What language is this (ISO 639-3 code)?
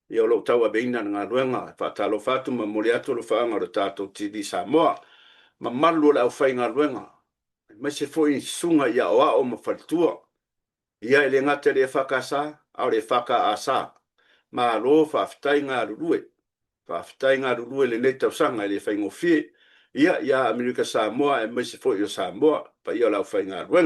smo